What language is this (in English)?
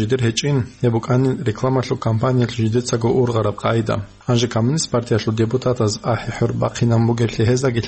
Avaric